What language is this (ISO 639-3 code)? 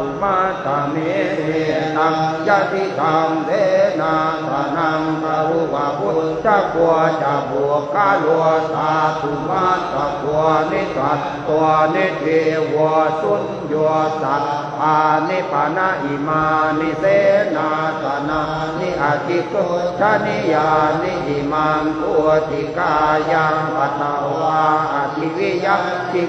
pli